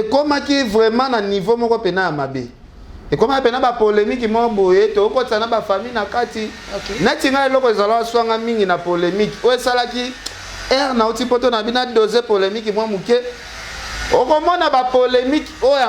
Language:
Lingala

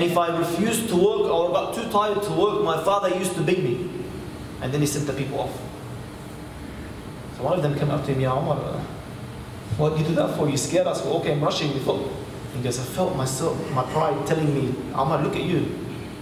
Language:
English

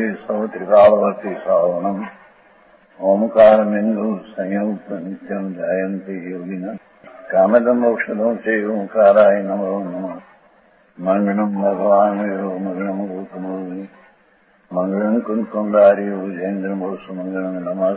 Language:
Gujarati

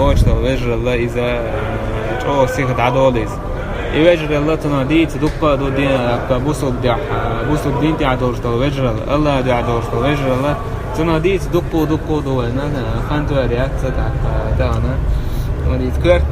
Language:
Chechen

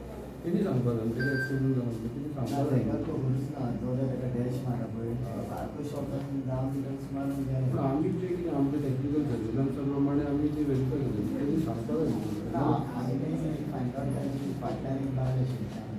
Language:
Konkani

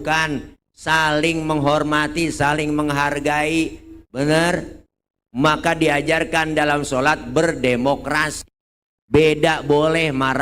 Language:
Betawi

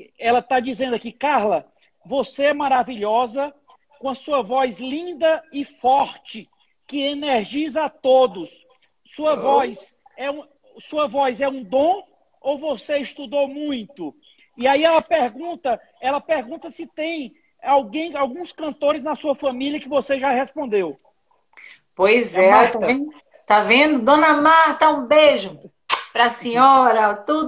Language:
Portuguese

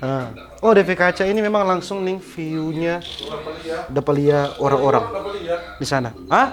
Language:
Manado Malay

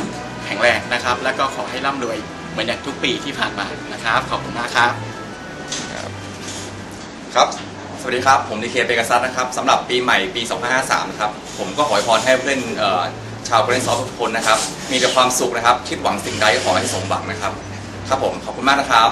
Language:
Thai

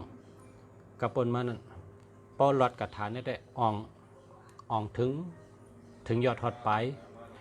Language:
Shan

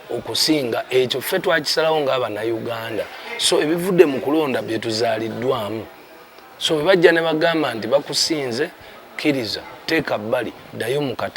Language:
Ganda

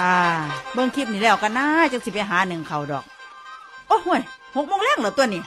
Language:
Northeastern Thai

